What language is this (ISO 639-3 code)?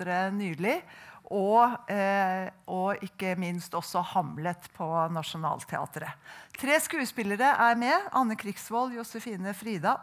nor